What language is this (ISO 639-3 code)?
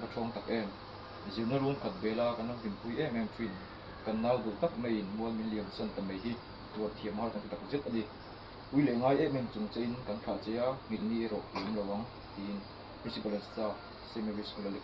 lus